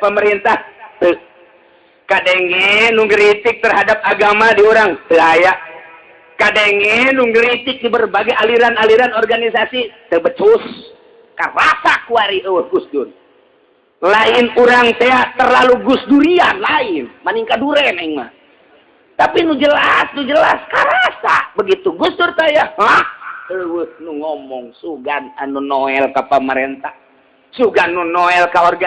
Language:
Sundanese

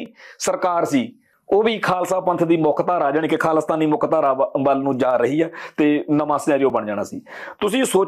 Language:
Punjabi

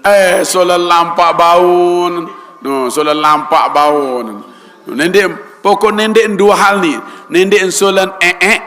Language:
Sasak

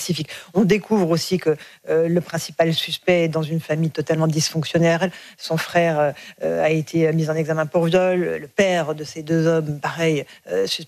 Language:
French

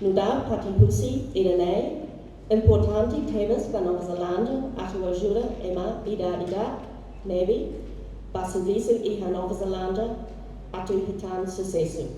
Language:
Tetum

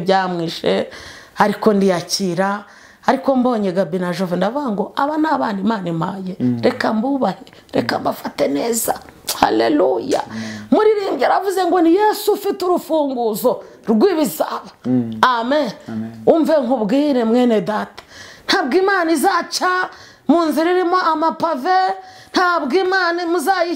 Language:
Kinyarwanda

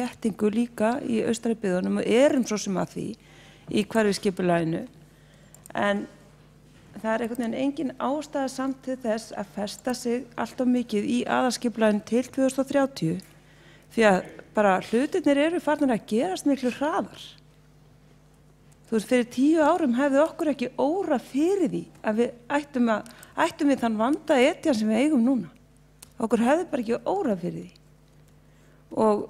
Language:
Icelandic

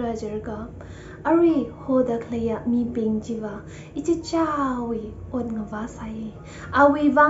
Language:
Tangkhul Naga (India)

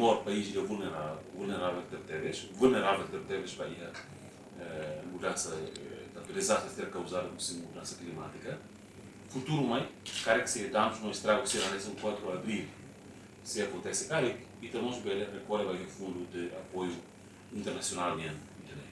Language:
Tetum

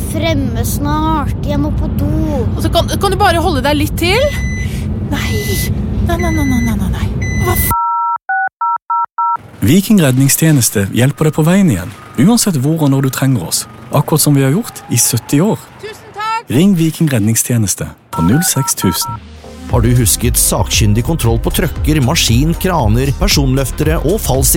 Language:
Norwegian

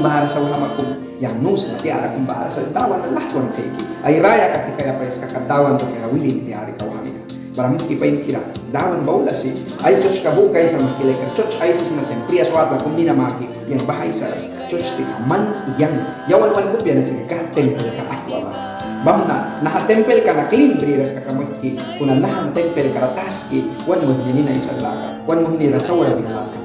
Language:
Mískito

